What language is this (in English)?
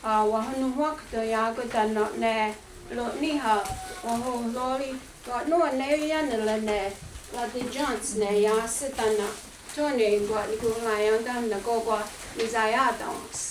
Mohawk